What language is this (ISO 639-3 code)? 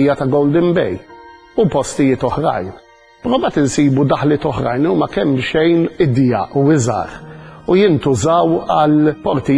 mlt